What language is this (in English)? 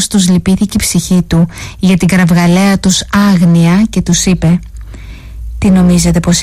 Greek